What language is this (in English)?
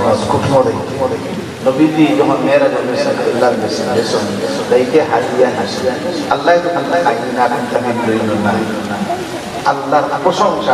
Sylheti